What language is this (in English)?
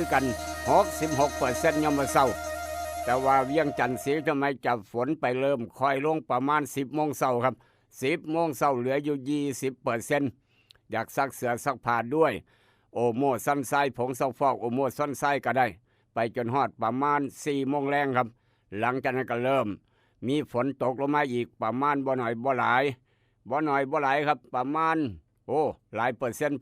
Northeastern Thai